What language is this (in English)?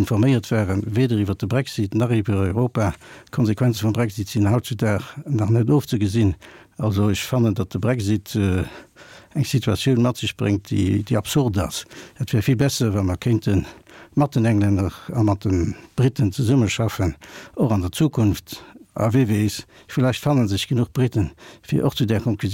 Luxembourgish